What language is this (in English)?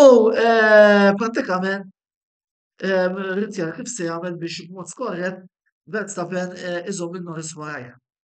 Maltese